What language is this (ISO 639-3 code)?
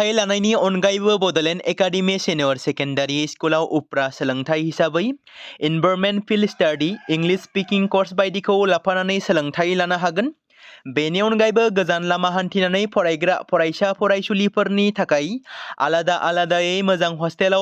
brx